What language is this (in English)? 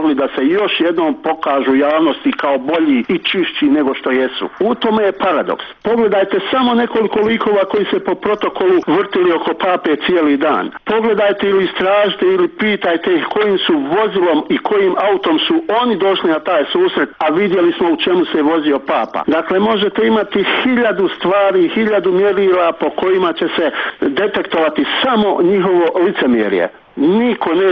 Bosnian